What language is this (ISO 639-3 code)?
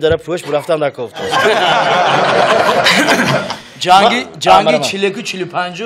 tgk